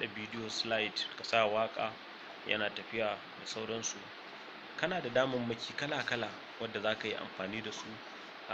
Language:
Hausa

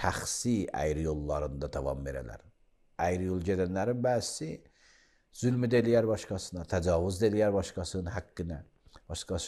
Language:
Azerbaijani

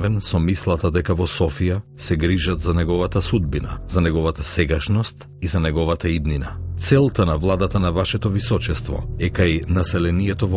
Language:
Macedonian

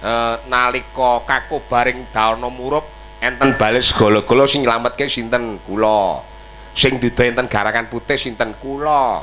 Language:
Javanese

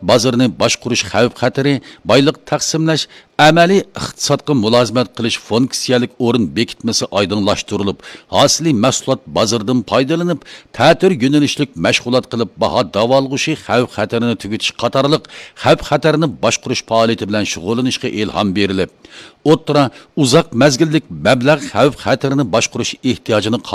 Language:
Uyghur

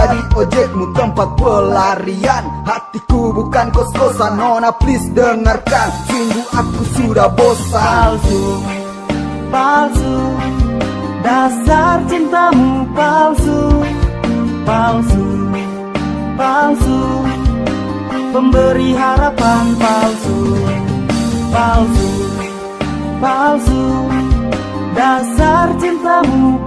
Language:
Indonesian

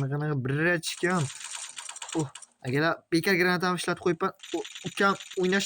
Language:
Uzbek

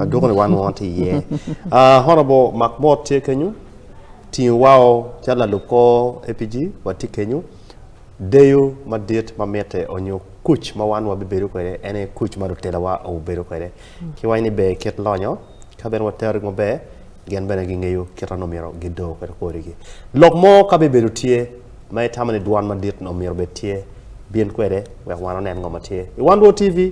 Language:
Acoli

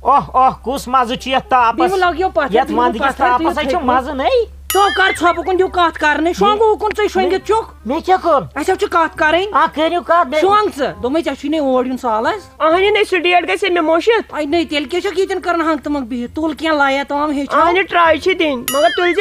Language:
Kashmiri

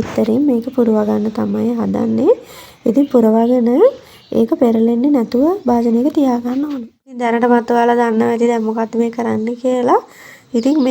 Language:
Sinhala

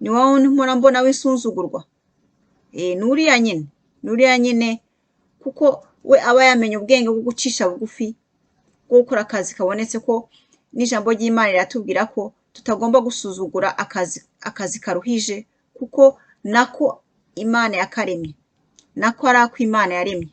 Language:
Kinyarwanda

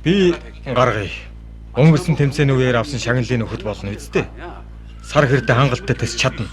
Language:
Mongolian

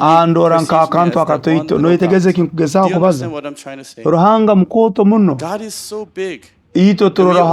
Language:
Nyoro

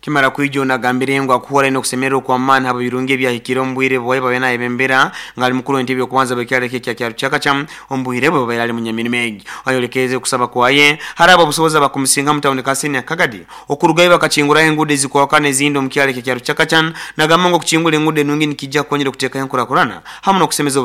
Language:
Nyoro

